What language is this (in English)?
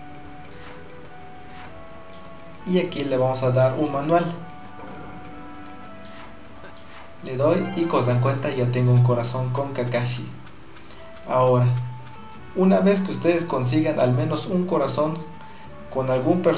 Spanish